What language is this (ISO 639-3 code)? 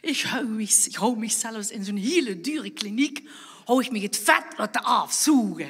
lim